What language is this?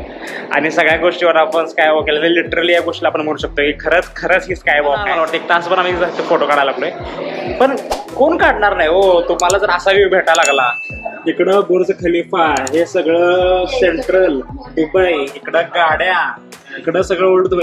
Marathi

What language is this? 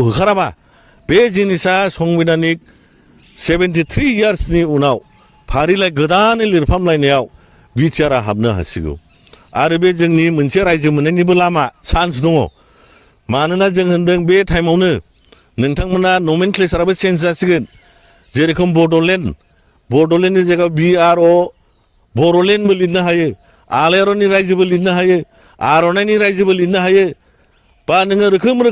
Bodo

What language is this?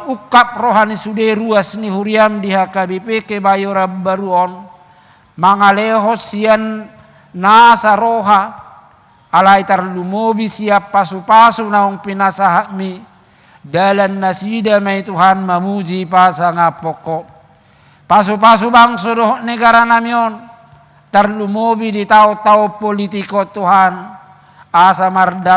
Batak Toba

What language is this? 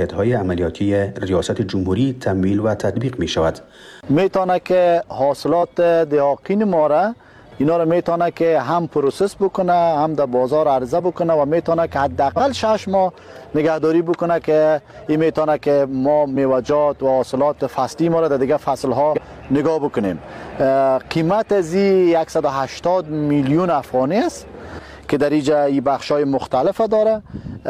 Persian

